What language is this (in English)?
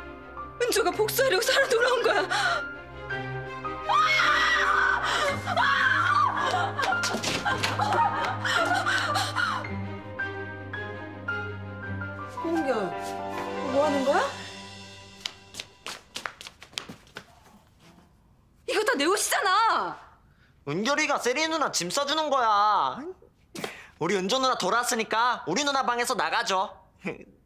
Korean